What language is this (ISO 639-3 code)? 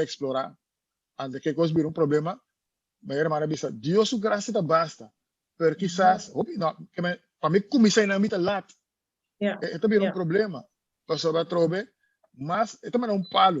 pap